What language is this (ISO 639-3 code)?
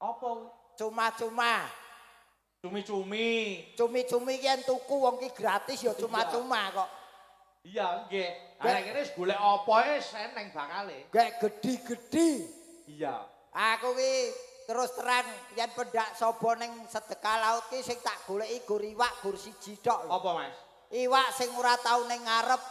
jav